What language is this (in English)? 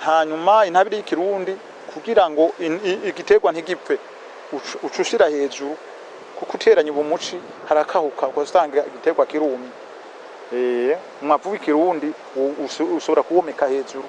Rundi